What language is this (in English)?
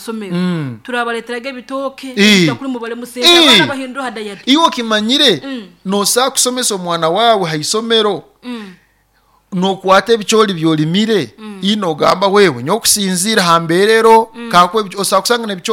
Nyoro